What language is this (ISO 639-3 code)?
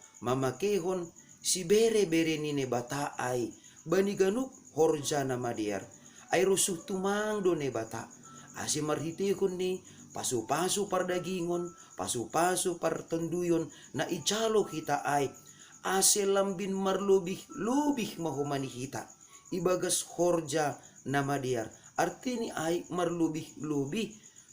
bts